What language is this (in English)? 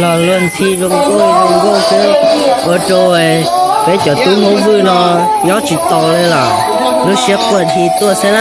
Hmong